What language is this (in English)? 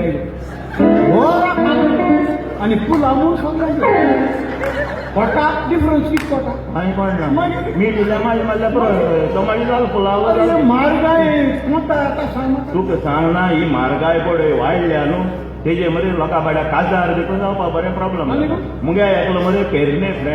Konkani